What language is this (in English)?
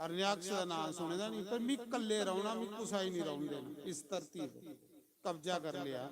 Dogri